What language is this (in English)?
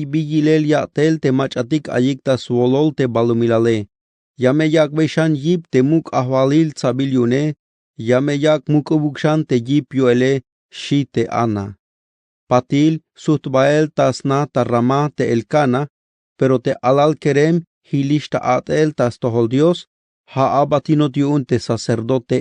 Tzeltal